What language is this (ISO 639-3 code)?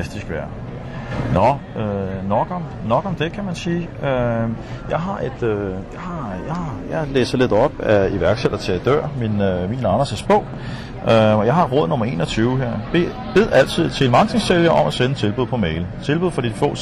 dan